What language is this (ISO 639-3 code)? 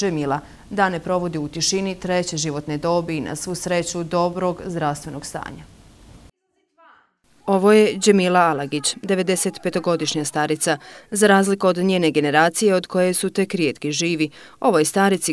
bos